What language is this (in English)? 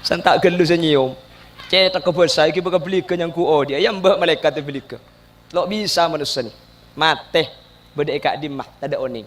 Madurese